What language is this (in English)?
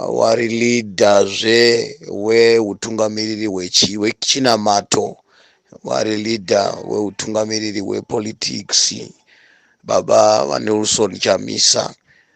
Shona